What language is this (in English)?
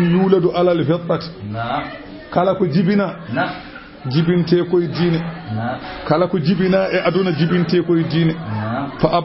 Fula